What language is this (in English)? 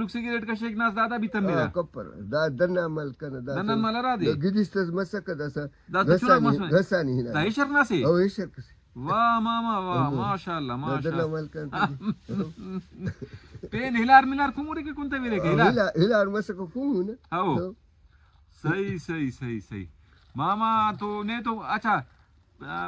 Brahui